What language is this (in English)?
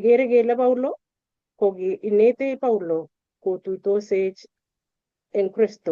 Kalenjin